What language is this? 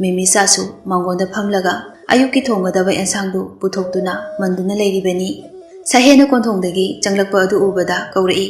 Manipuri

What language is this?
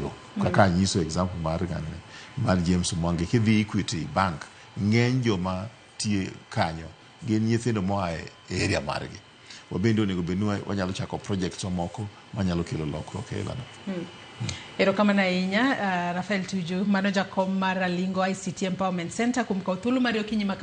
Luo (Kenya and Tanzania)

